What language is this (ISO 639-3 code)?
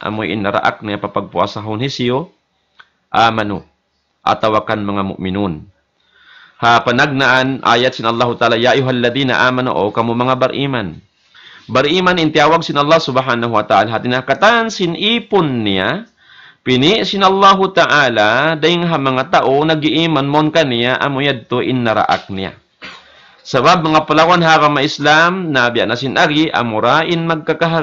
tsg